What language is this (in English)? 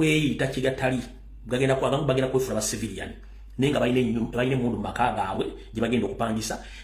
Ganda